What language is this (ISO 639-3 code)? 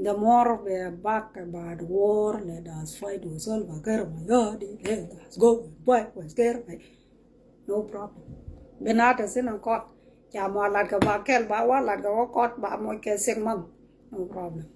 nus